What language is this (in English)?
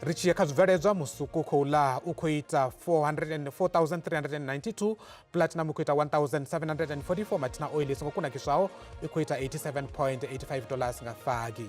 Venda